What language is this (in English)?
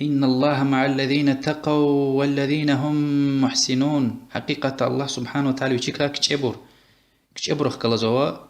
Lezghian